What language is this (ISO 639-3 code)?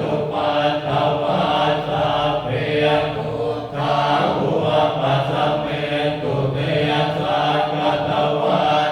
pli